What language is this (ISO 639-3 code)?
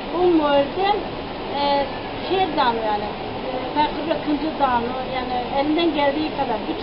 zza